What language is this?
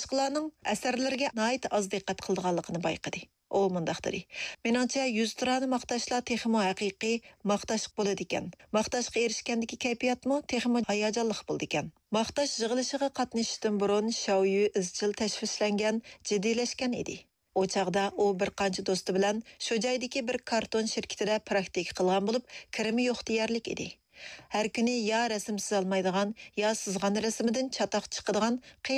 Uyghur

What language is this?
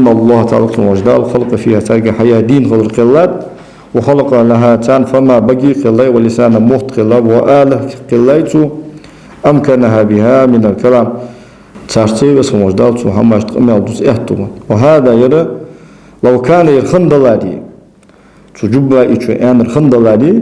Ingush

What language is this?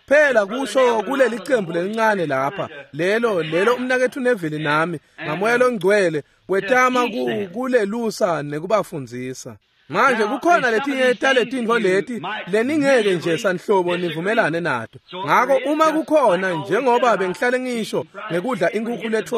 Swati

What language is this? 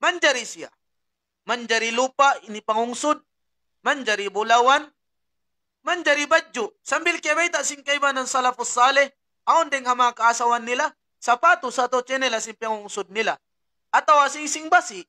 Tausug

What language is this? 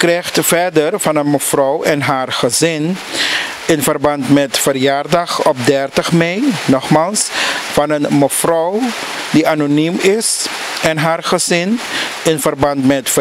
Dutch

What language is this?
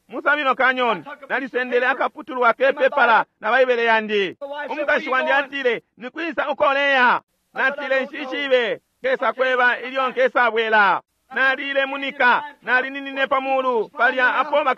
Bemba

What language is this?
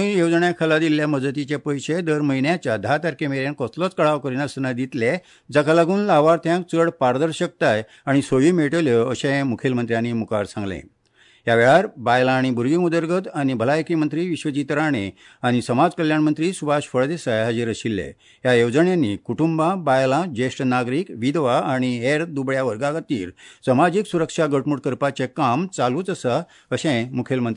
Konkani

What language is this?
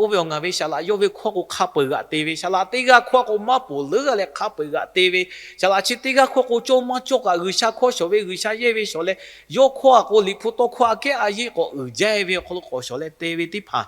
Lahu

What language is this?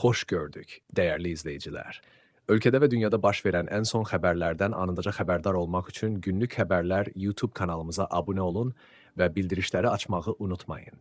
Azerbaijani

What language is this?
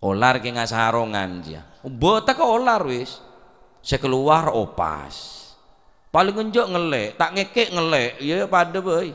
Madurese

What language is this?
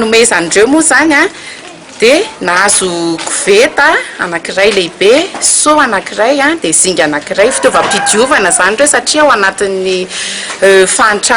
Malagasy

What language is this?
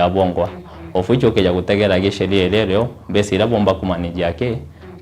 Meru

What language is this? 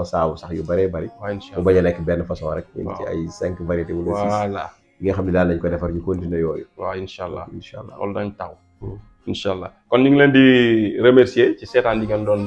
Wolof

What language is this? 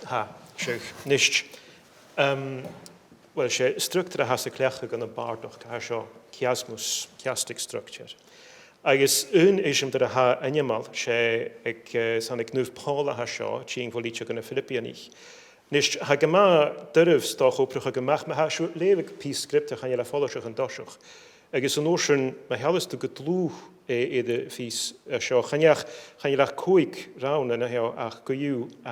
Scottish Gaelic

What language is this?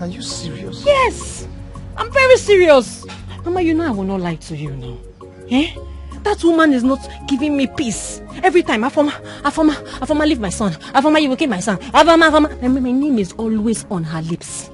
Nigerian Pidgin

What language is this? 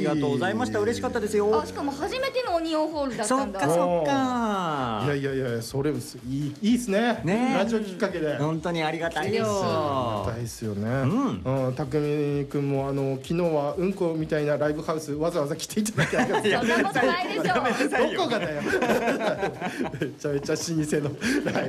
Japanese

